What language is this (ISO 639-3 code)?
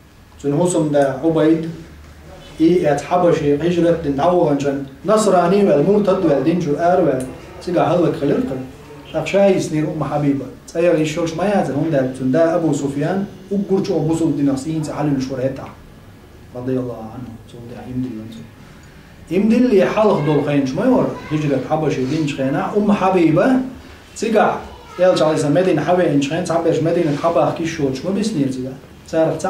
che